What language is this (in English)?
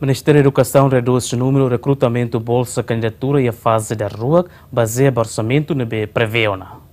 Tetum